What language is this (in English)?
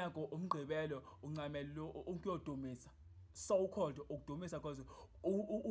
Zulu